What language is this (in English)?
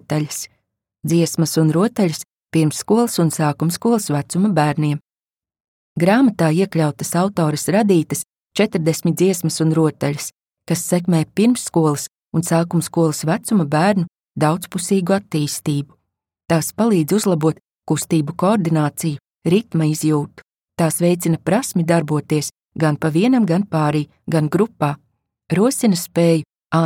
Latvian